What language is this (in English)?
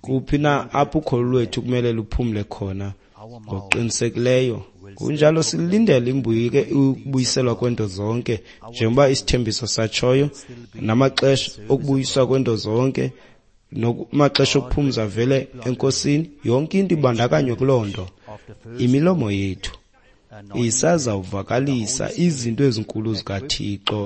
Xhosa